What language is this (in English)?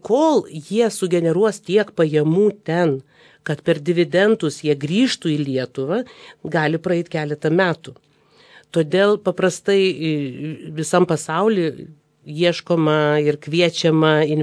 Lithuanian